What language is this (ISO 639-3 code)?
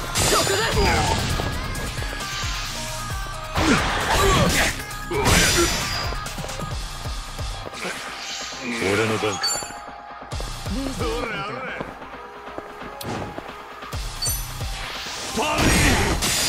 jpn